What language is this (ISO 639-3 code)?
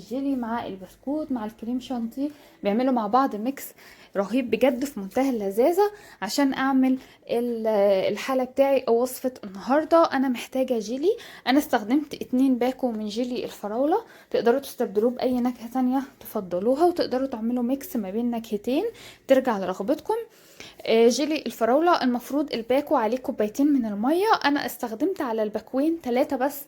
arz